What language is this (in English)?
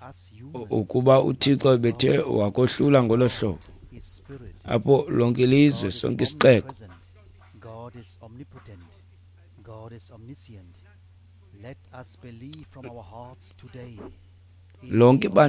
Xhosa